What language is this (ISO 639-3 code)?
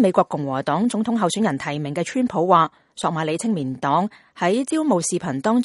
yue